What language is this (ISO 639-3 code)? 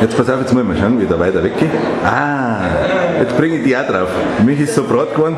bar